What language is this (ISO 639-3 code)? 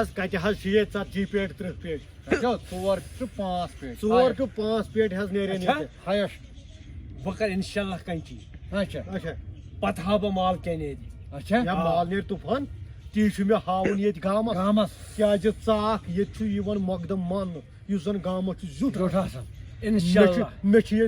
kas